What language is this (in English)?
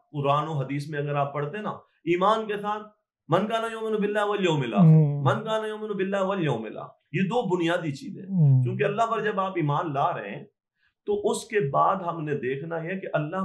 Urdu